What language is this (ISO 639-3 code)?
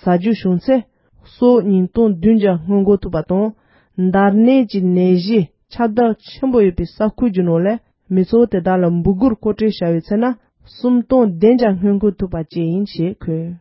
bod